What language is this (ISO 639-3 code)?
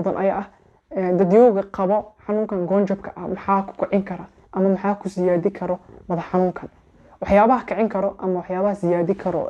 som